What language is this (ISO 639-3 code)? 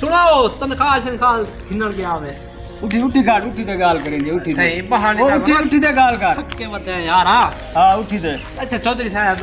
skr